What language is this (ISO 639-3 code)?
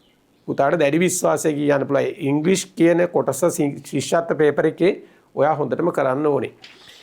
sin